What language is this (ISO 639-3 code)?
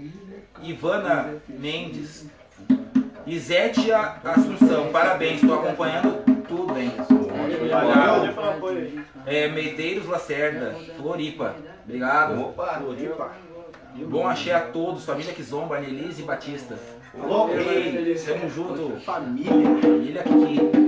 por